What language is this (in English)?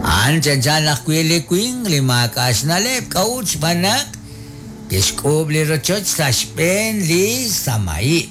Kekchí